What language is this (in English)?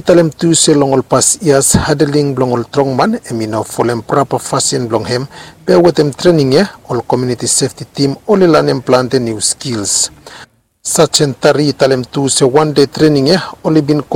Bislama